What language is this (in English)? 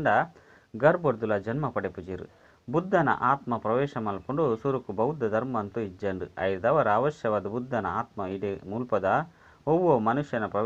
Tulu